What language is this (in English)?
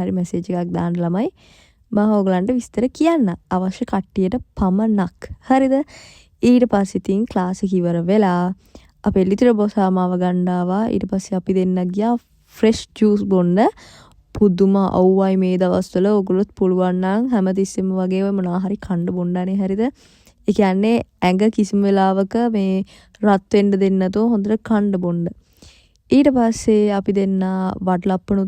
Sinhala